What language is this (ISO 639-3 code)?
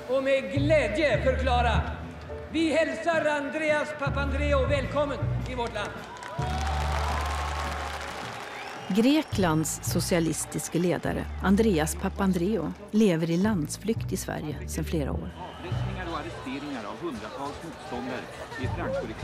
swe